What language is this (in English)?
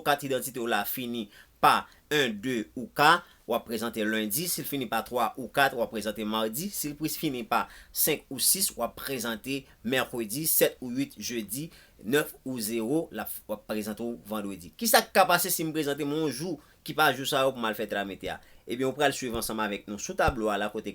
Haitian Creole